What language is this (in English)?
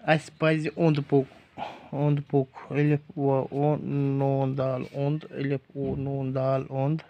Kashmiri